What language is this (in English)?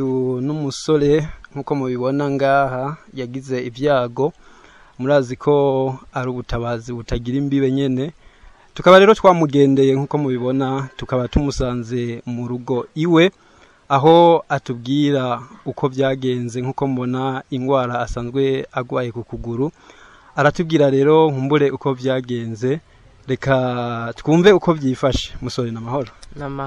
Rundi